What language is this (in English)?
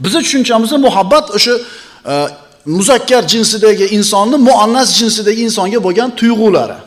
Uzbek